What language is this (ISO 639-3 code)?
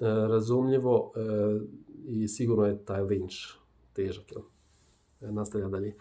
bos